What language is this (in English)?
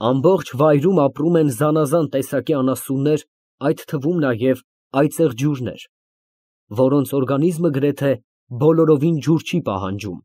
Armenian